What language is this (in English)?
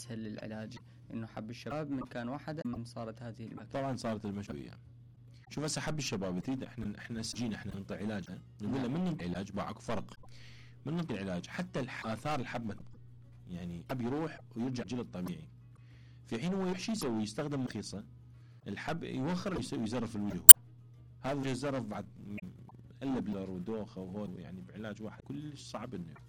Mesopotamian Arabic